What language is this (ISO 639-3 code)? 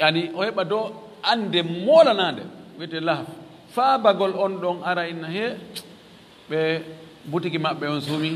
ful